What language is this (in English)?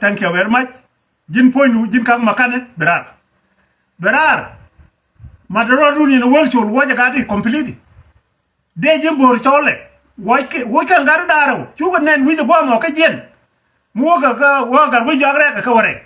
Nuer